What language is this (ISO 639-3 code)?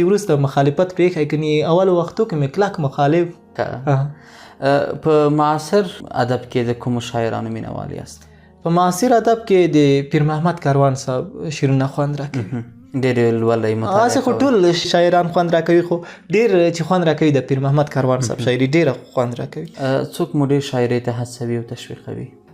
pus